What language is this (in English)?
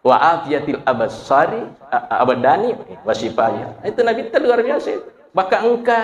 Buginese